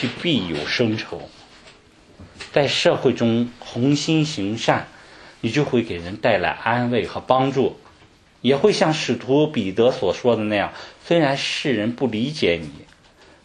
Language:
Chinese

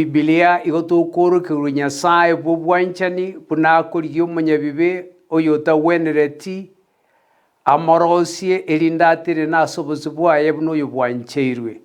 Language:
Gusii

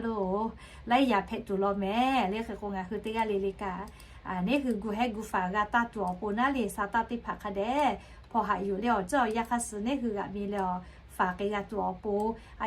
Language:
Lahu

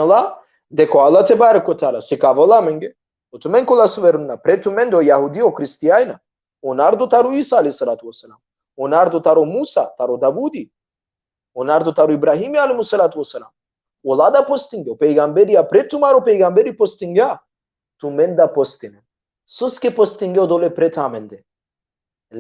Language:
Balkan Romani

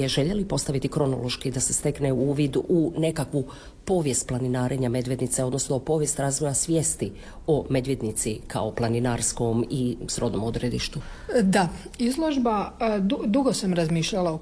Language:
Croatian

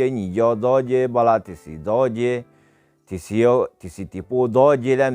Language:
Akha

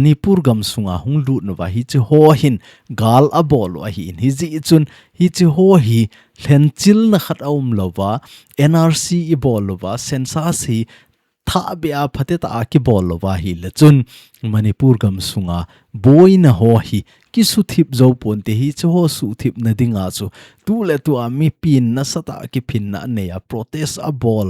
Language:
Thado Chin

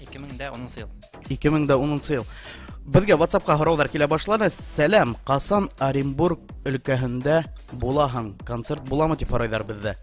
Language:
Bashkir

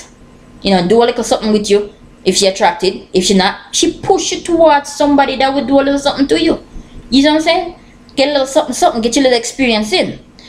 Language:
Jamaican Creole English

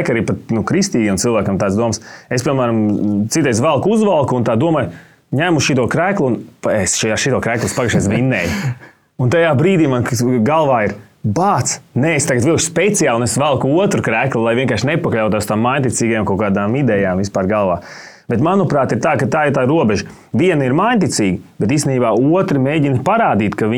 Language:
Latvian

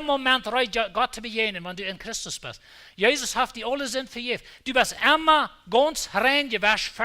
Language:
Plautdietsch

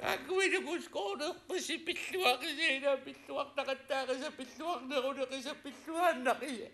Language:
Kalaallisut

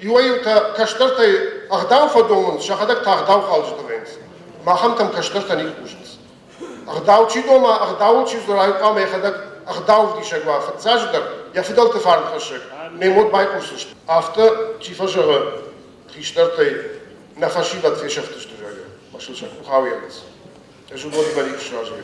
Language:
Ossetic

